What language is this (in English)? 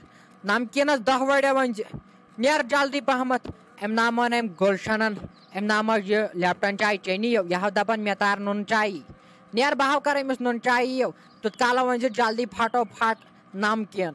Kashmiri